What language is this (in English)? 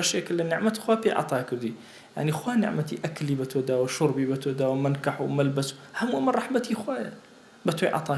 Central Kurdish